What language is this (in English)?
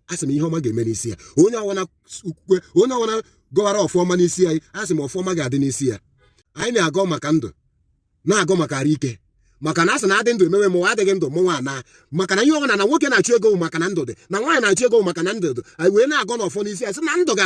Igbo